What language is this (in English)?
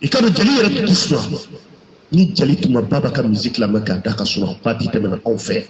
Bambara